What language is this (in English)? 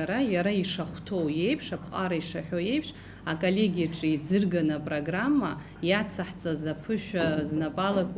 Abkhazian